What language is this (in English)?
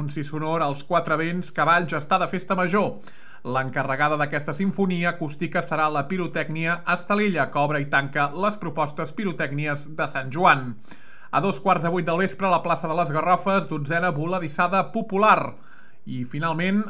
Catalan